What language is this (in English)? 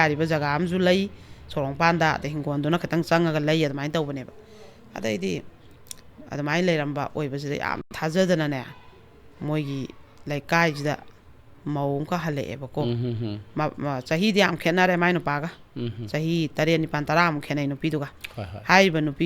Manipuri